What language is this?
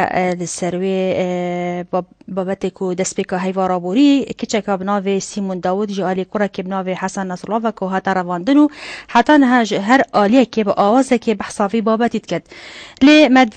Kurdish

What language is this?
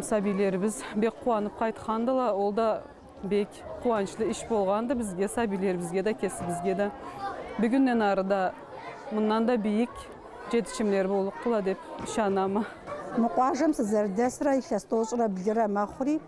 Karachay-Balkar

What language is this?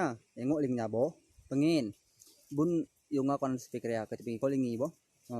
Gayo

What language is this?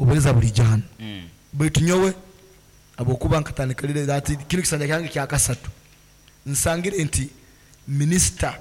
Nyankole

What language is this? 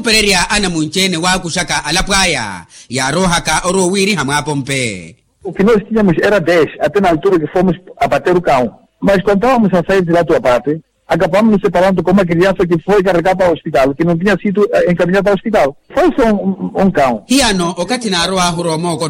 Makhuwa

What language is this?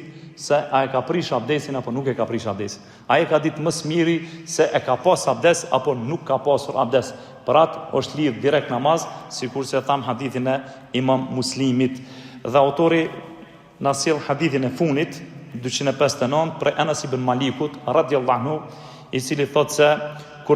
Albanian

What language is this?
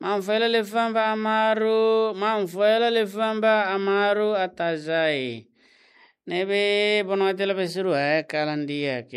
Tetum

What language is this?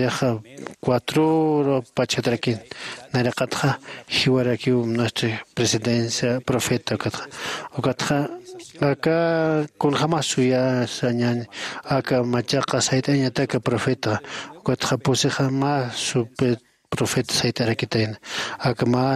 Aymara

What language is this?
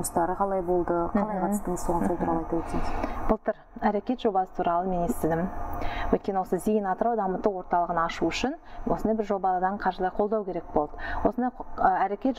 Kazakh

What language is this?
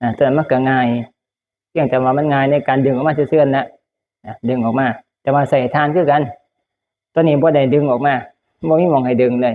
Northeastern Thai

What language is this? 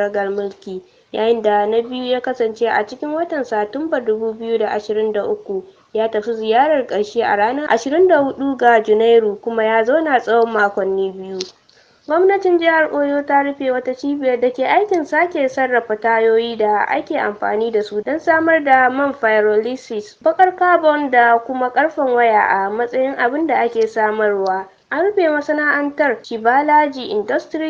Hausa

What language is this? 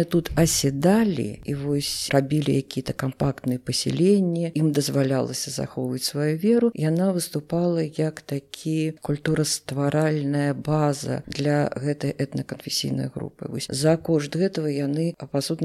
Belarusian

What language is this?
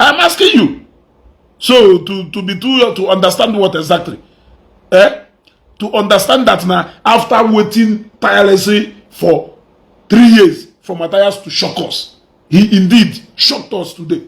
Igbo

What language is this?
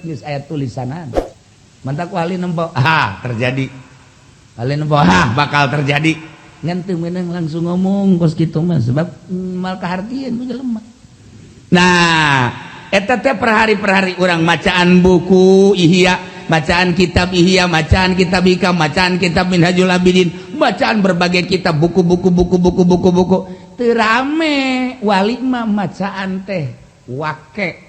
Sundanese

